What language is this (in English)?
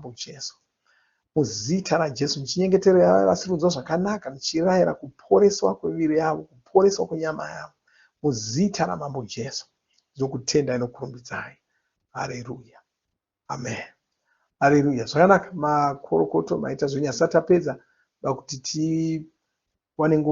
Shona